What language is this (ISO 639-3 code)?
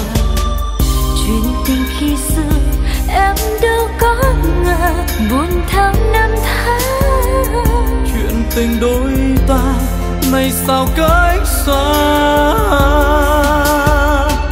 vie